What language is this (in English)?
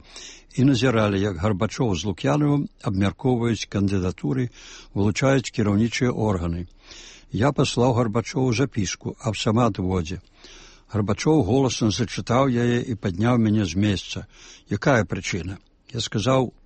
Belarusian